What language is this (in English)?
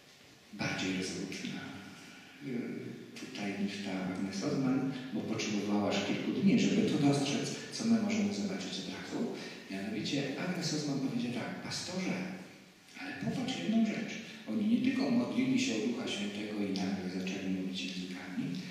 Polish